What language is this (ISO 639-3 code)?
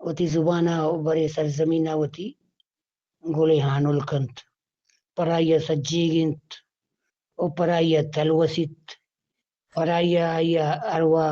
bgp